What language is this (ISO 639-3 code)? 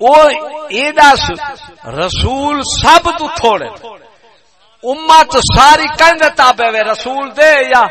skr